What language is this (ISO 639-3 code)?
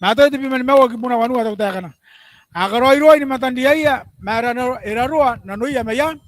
gil